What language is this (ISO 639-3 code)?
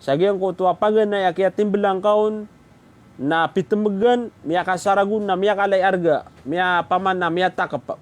mrw